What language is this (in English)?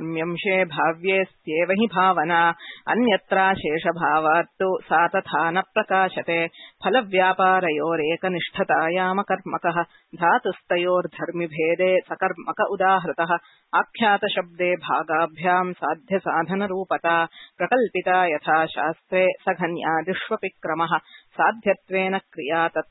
Sanskrit